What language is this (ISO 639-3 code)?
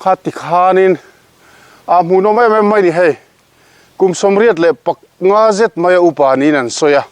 lus